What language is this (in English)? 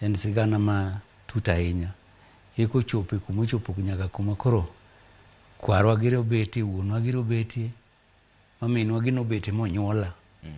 Luo (Kenya and Tanzania)